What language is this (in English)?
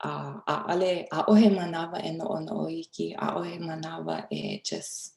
Hawaiian